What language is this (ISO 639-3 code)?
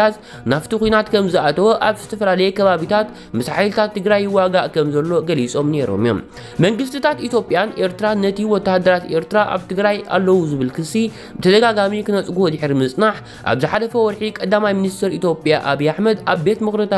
tir